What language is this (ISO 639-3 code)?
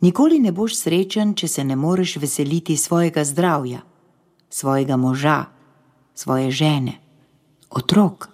slv